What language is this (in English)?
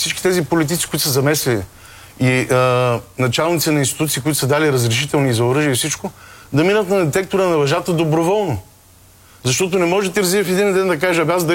Bulgarian